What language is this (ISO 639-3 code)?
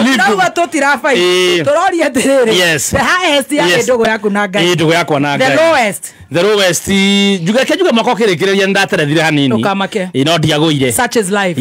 kik